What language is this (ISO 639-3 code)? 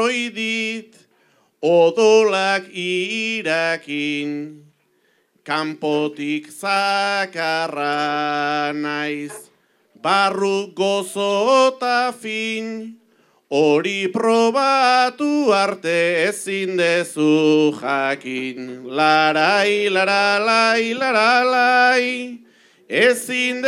eus